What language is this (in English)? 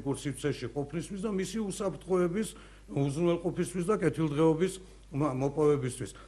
Georgian